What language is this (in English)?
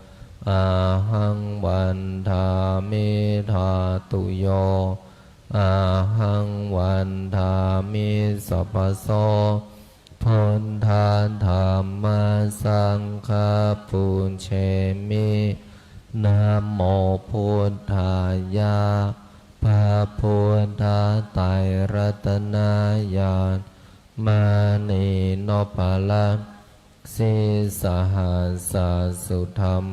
Pali